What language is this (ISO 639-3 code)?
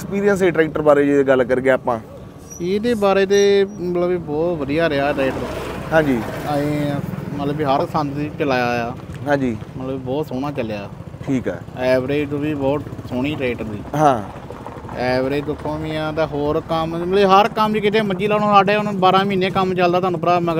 pan